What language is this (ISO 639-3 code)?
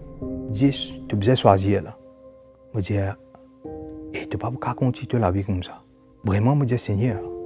mfe